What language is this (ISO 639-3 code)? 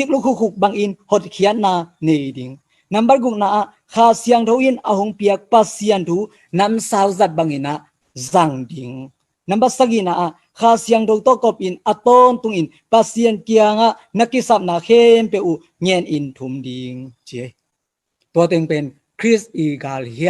ctd